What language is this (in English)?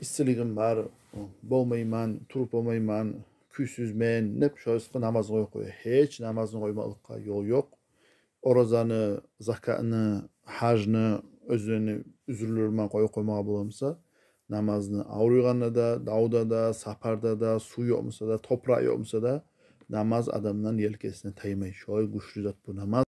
Kumyk